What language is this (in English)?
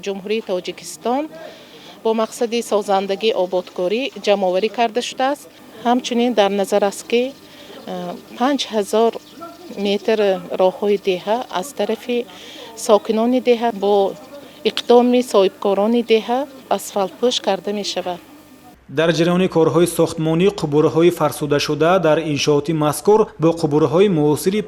Tajik